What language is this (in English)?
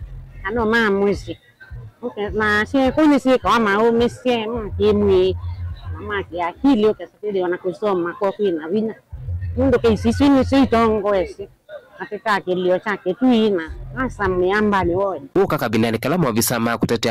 Kamba